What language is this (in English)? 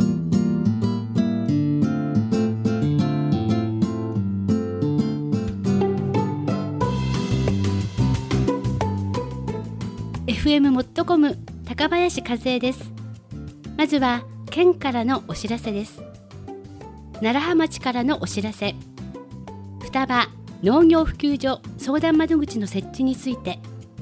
Japanese